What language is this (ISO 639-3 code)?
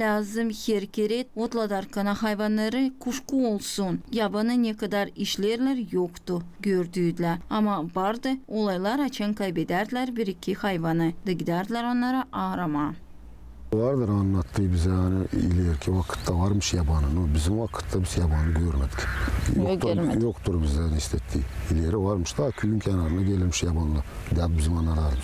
gag